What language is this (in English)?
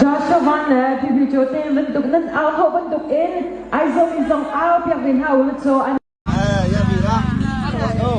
Hakha Chin